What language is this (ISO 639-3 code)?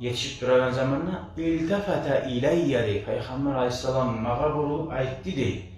kum